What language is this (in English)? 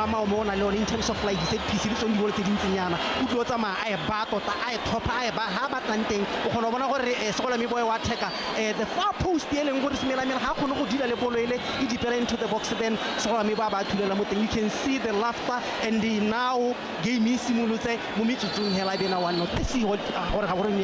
Tswana